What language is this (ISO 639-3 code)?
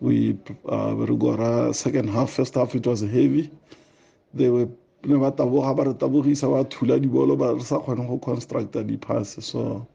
tsn